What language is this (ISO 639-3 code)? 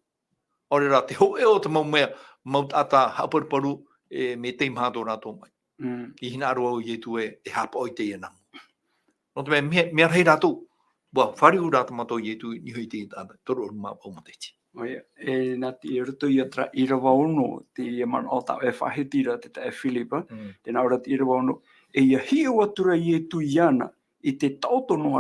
tah